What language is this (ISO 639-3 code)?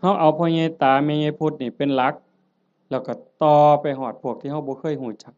tts